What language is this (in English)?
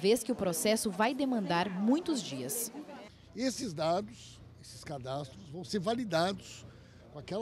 Portuguese